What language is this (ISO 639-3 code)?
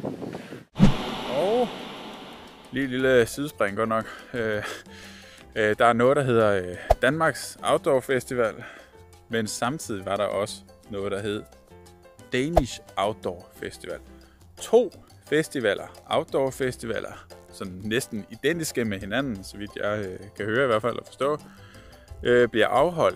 dan